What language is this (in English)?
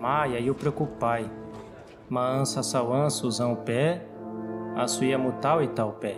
Nheengatu